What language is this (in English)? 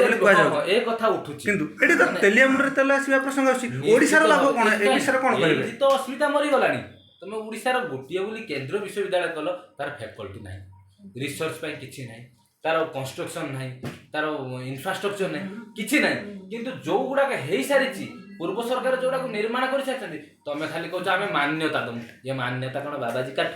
Odia